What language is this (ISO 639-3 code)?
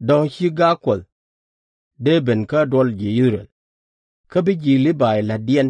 nus